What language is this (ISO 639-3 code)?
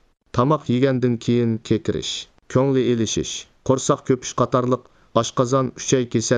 uig